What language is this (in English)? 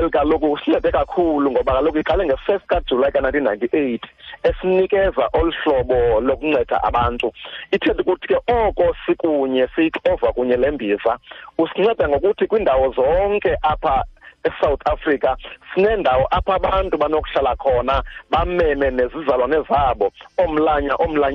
Xhosa